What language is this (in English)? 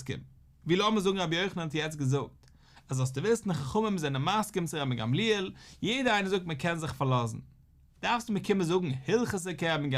Yiddish